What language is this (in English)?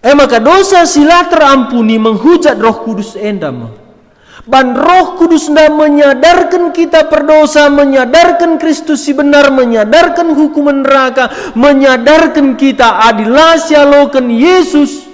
Batak Karo